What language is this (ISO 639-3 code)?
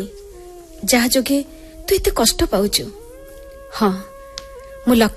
ori